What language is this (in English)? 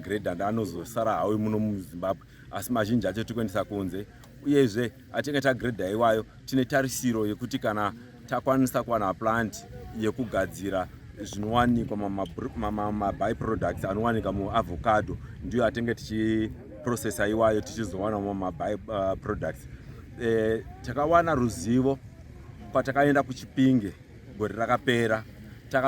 Shona